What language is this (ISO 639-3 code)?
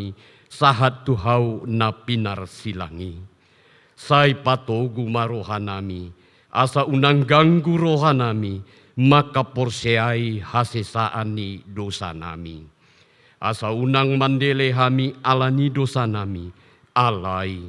bbc